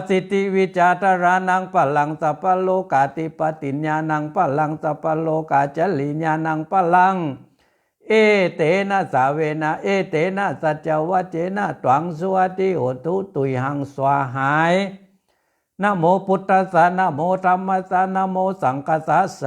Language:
Pali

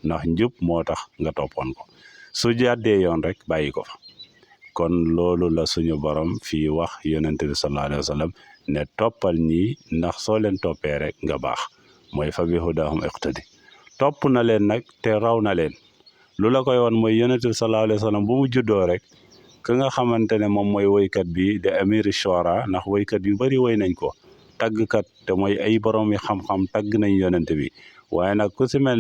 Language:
Wolof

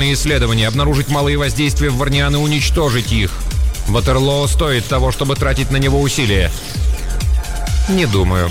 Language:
Russian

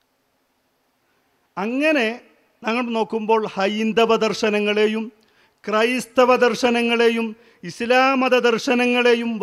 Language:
Malayalam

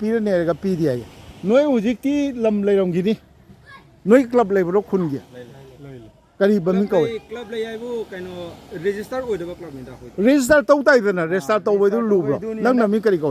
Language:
Manipuri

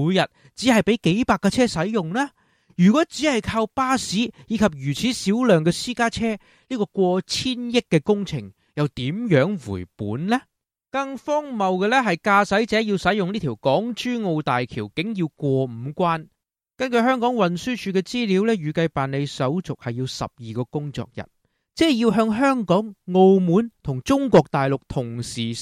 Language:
Cantonese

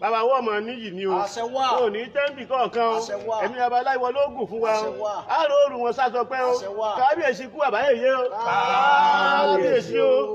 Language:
Yoruba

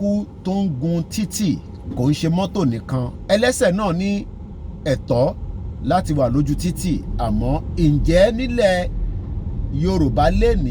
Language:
Yoruba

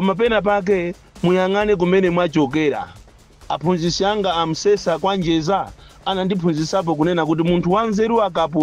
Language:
Nyanja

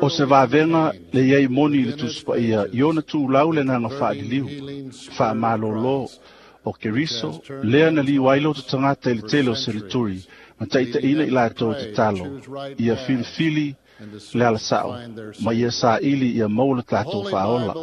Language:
Samoan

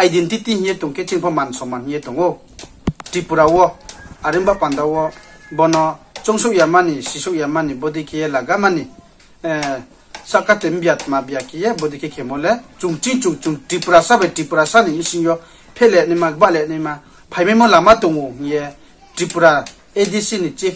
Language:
Riang (India)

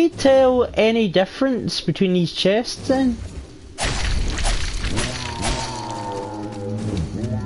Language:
English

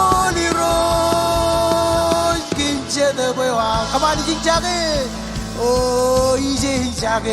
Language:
Marshallese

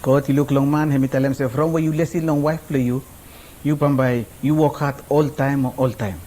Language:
Araki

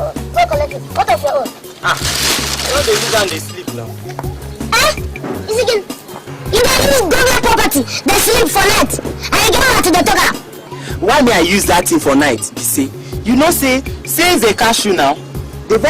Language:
Nigerian Pidgin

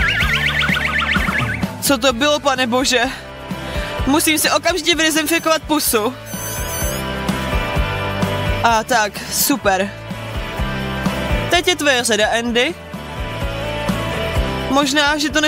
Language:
Czech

